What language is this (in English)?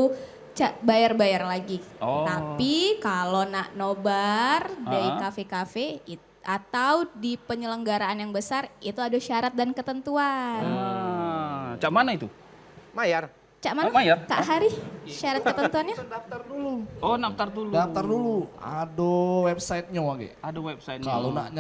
Musi